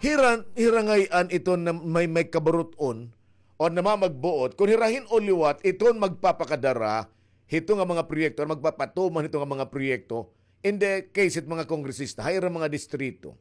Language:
Waray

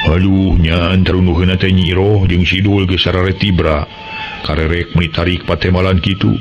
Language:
Sundanese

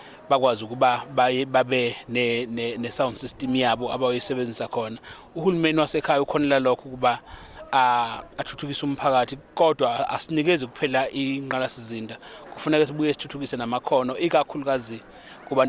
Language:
Zulu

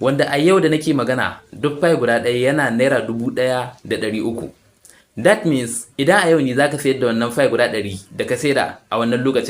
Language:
Hausa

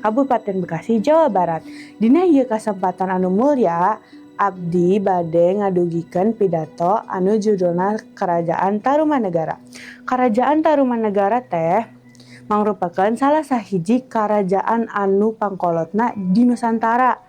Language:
Sundanese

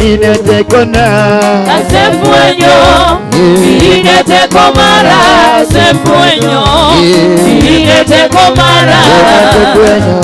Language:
Luo (Kenya and Tanzania)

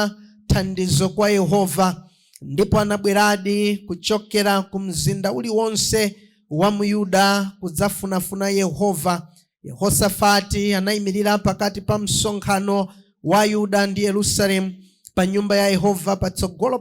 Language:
Nyanja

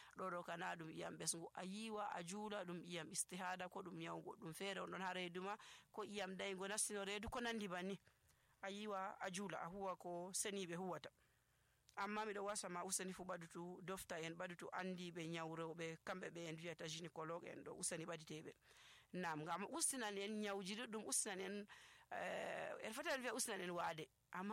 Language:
Nigerian Fulfulde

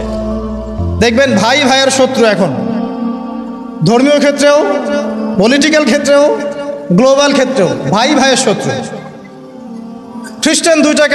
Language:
Bangla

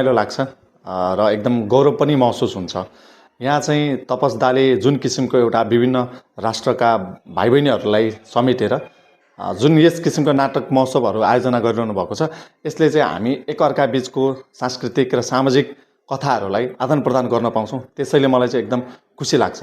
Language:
Nepali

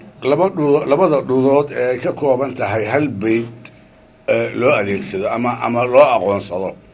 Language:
Somali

